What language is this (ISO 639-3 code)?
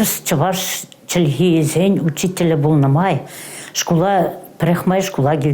chv